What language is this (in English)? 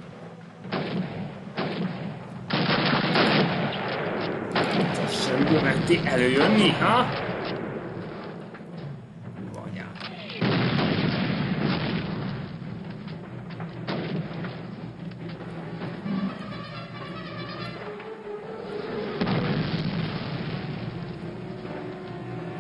Hungarian